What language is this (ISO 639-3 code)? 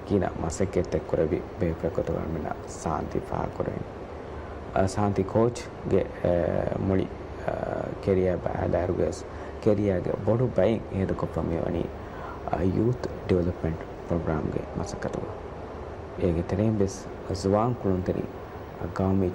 div